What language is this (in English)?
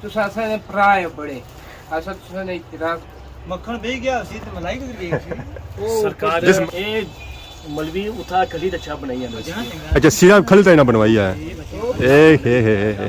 Pahari-Potwari